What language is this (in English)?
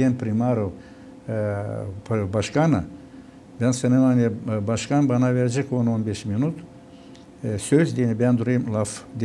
Gagauz